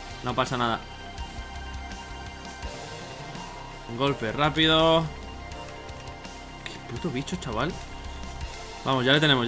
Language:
Spanish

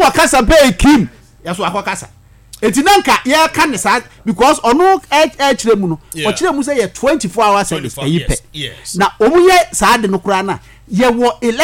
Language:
Akan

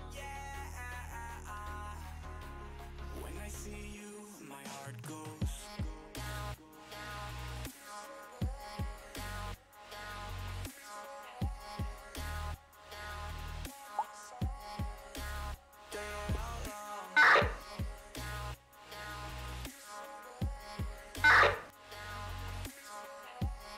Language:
English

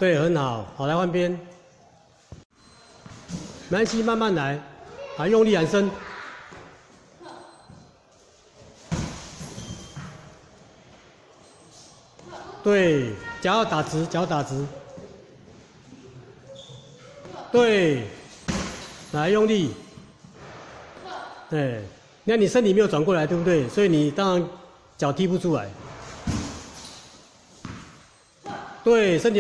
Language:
Chinese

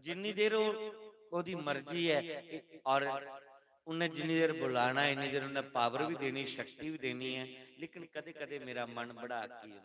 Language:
Dogri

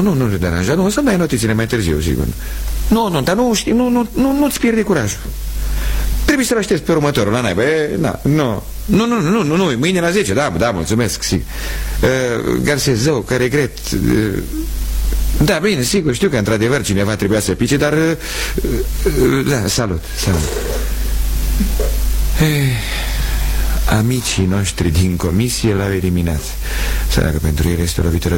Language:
Romanian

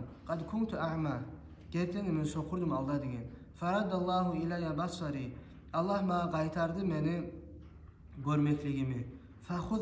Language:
Kumyk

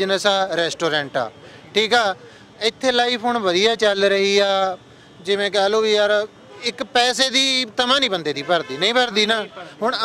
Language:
Punjabi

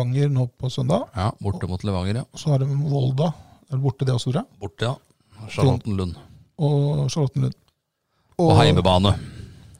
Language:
Norwegian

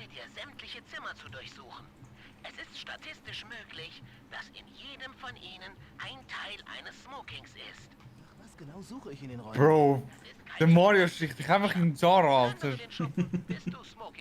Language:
Swiss German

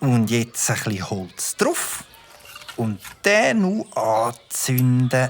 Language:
Swiss German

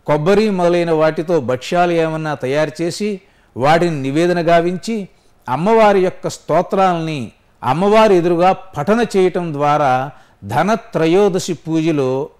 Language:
Telugu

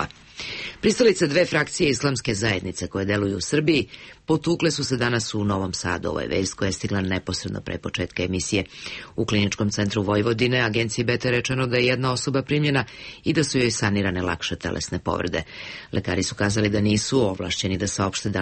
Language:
Serbian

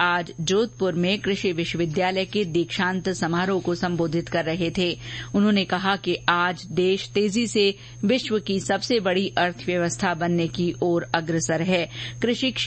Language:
Hindi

